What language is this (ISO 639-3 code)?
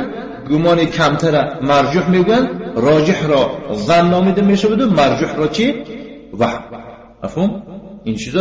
tgk